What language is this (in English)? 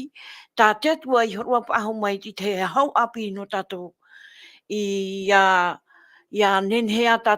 Tahitian